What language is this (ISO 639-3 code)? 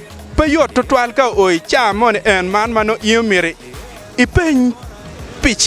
ach